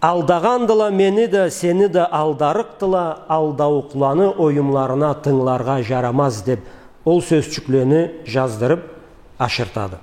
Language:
Karachay-Balkar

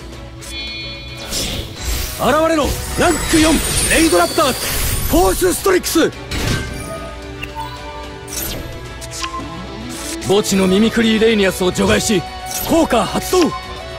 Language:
Japanese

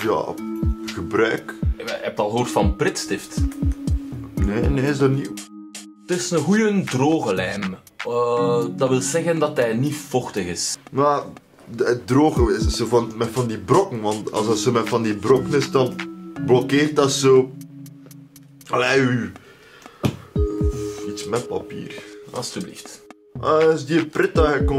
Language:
Dutch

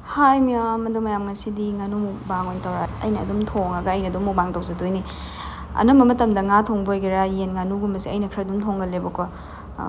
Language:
Manipuri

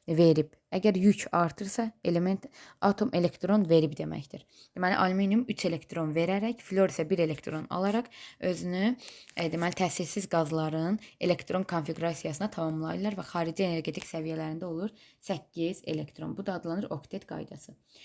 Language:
Azerbaijani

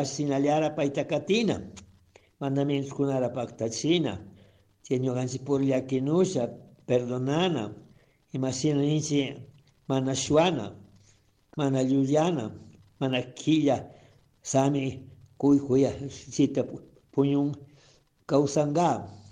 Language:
Chimborazo Highland Quichua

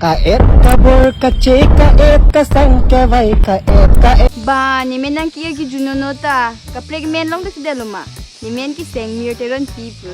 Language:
Karbi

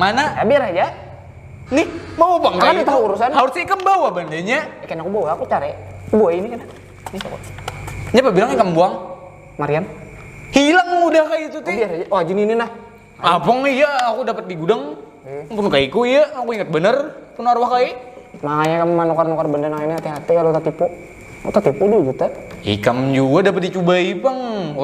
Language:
Banjar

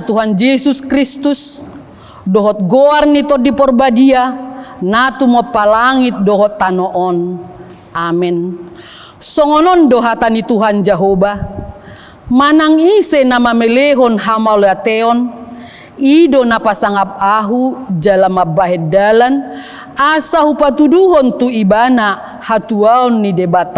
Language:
Batak Toba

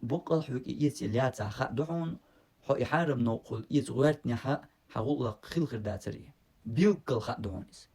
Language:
Chechen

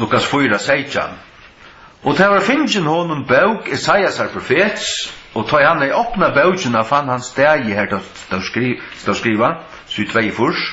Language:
Faroese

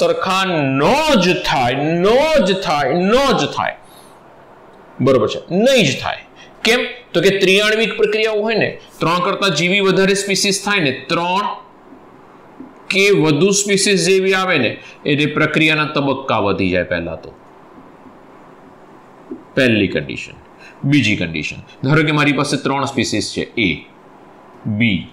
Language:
Gujarati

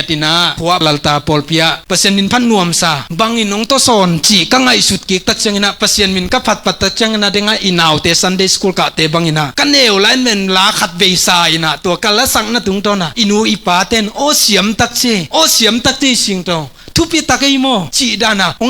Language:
Tedim Chin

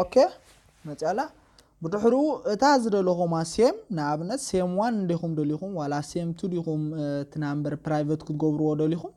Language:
Tigrinya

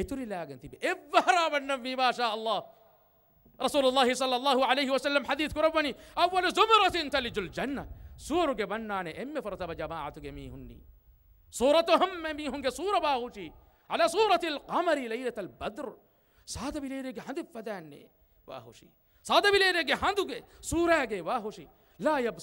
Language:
Divehi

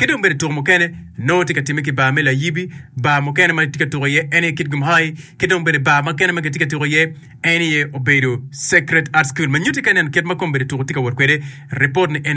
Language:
Acoli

